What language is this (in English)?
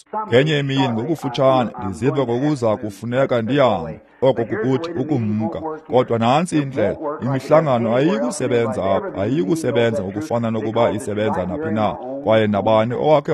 Xhosa